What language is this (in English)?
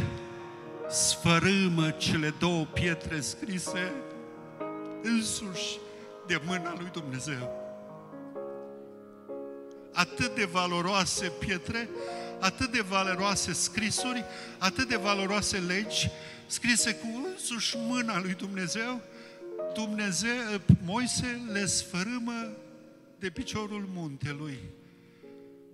Romanian